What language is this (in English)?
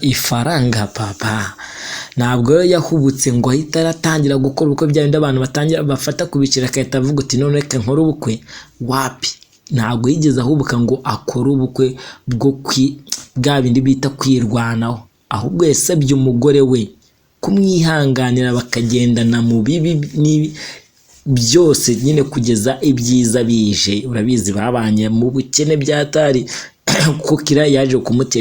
Kinyarwanda